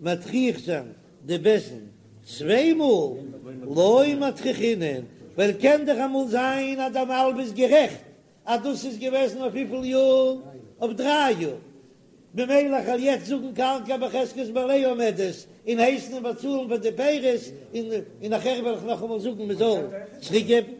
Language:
Yiddish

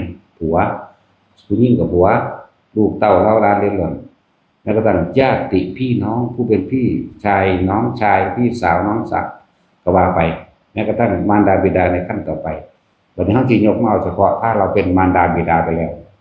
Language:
Northeastern Thai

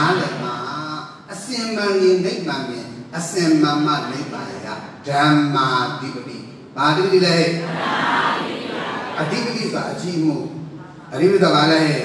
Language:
Burmese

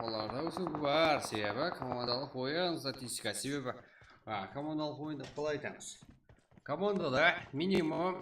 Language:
Kara-Kalpak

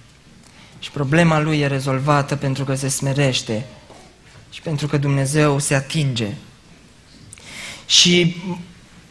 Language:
Romanian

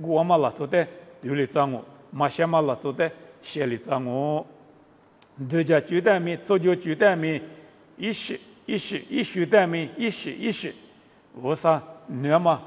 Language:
Lisu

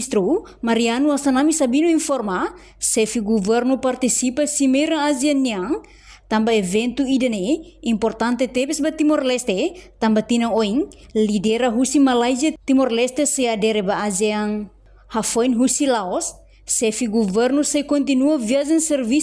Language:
Tetum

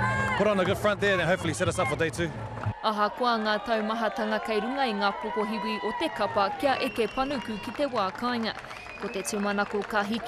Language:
Māori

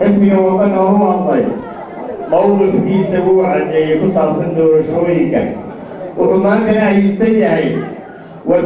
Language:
Somali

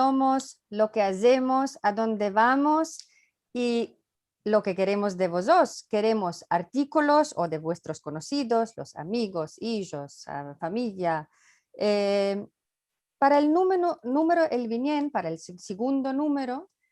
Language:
Ladino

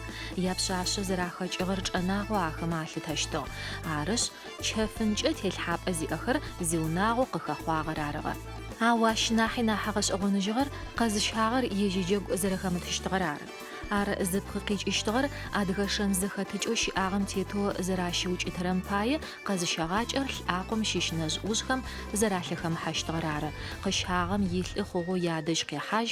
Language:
Adyghe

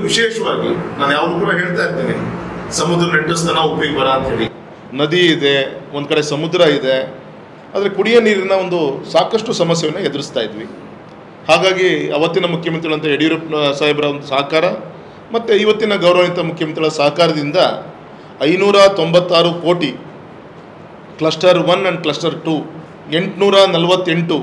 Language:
Kannada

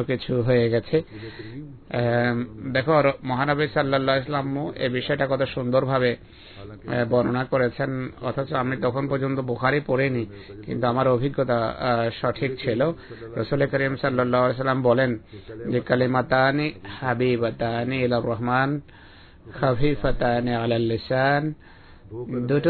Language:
Bangla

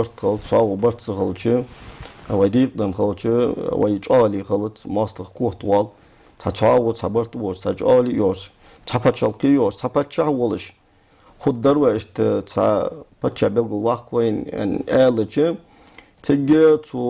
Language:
Ingush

